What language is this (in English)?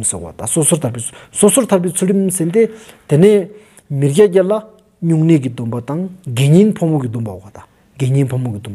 Stod Bhoti